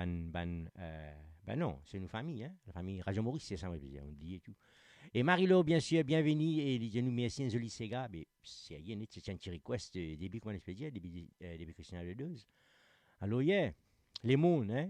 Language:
Morisyen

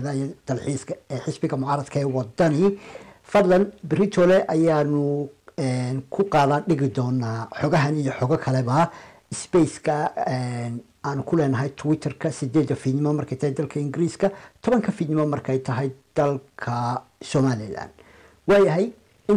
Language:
Somali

